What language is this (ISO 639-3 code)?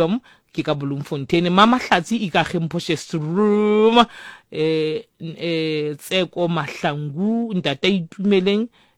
sot